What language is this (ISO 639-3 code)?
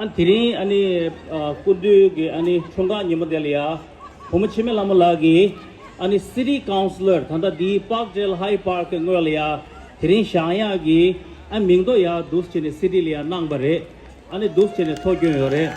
bod